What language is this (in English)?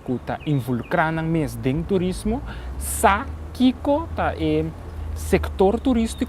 Papiamento